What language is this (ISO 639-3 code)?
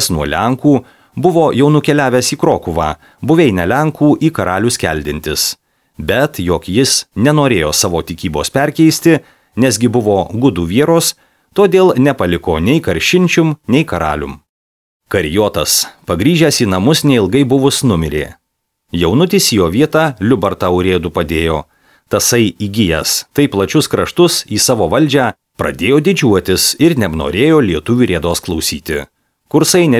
lit